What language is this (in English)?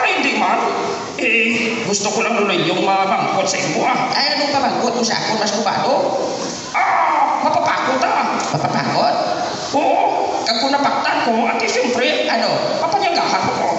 Hiligaynon